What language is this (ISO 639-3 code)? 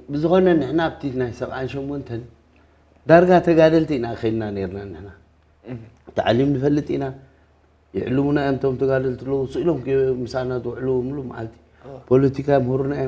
tir